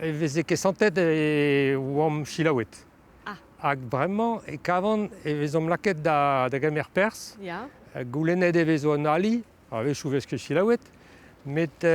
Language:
Breton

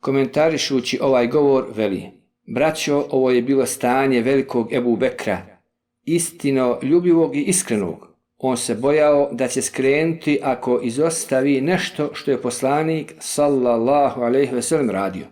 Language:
Bosnian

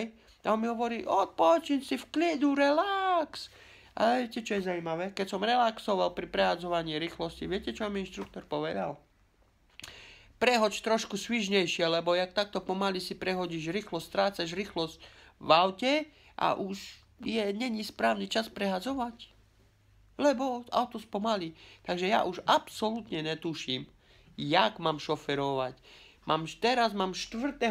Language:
Slovak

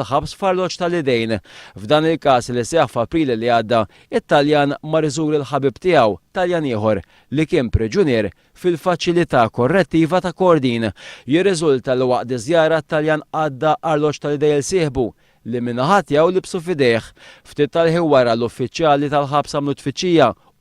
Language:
Maltese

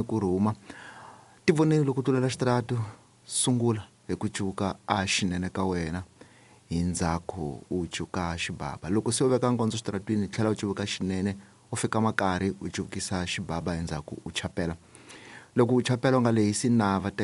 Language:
Tsonga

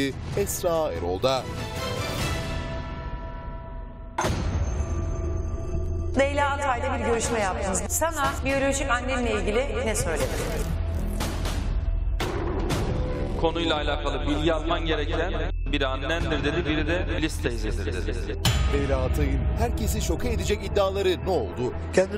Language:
Turkish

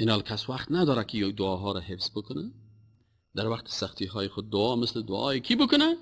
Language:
Persian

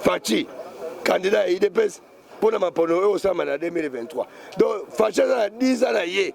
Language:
Lingala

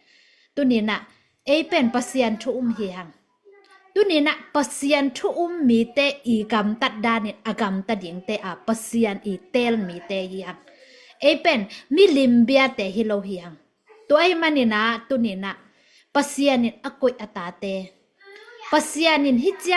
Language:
Tedim Chin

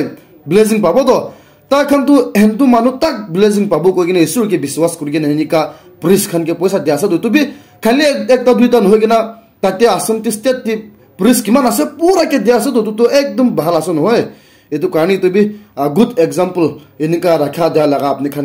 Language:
Naga Pidgin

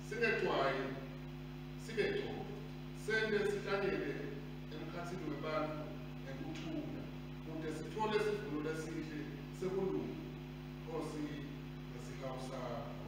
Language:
Swati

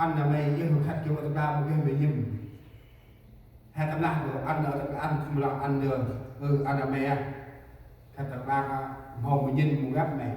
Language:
Central Mnong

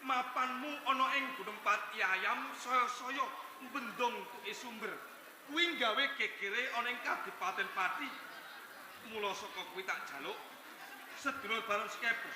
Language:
Javanese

